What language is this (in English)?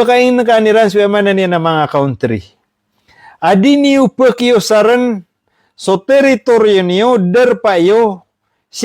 Maranao